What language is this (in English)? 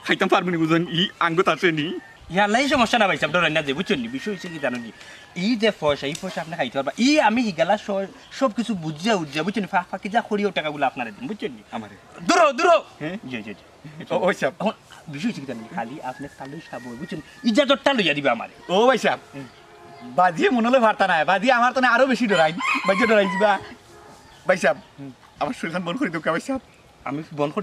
Sylheti